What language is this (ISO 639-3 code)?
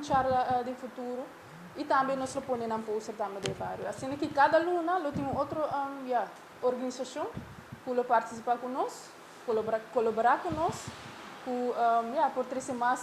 pap